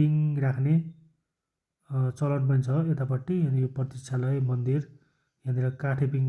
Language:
Nepali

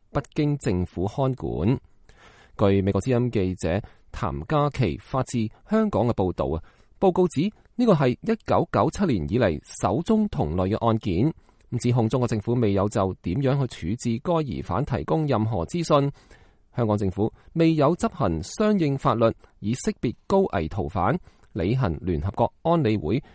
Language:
Cantonese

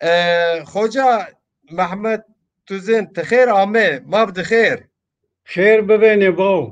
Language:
Zaza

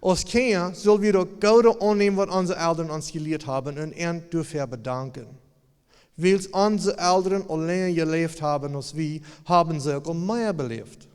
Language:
Plautdietsch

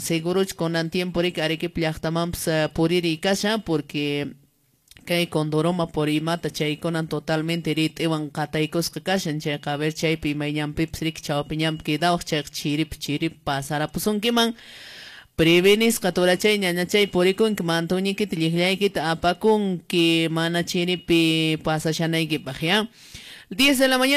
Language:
Quechua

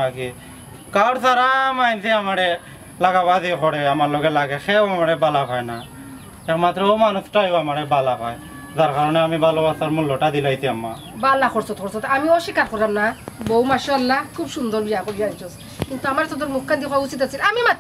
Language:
Sylheti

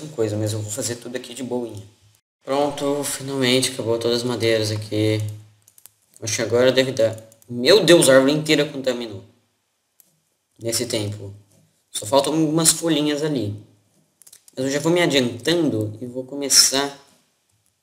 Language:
Portuguese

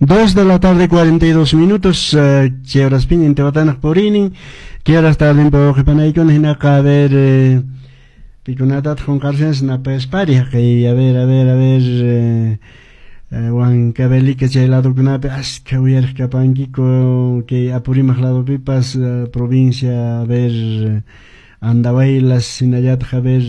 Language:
Quechua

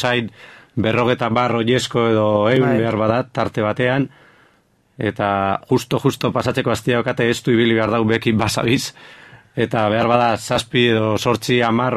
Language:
Basque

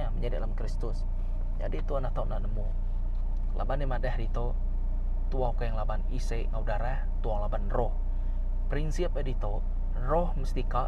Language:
Iban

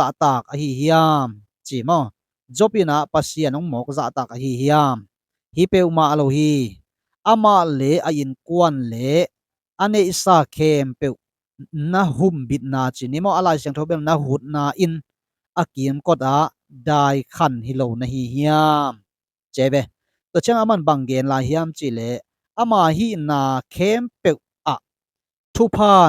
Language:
Tedim Chin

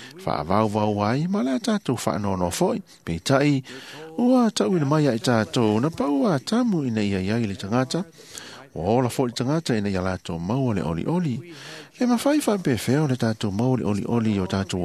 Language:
Samoan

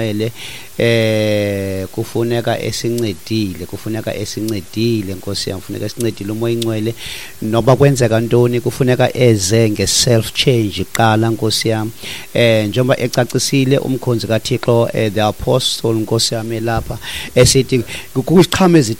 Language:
Xhosa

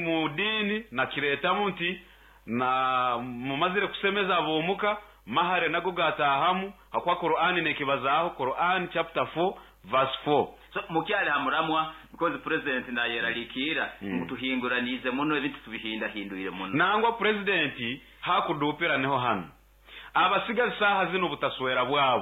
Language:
Nyoro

